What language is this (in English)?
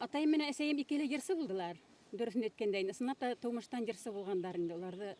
Bashkir